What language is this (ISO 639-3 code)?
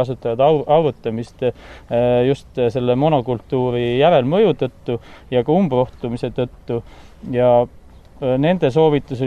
est